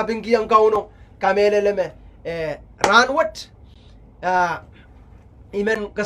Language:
Pohnpeian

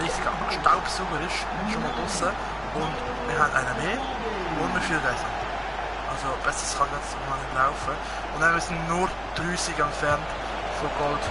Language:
Swiss German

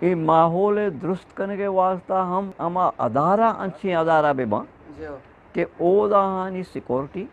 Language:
Eastern Balochi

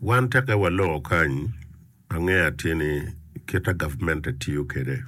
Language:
Acoli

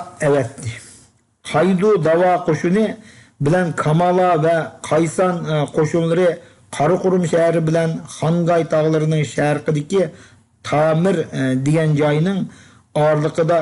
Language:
Uyghur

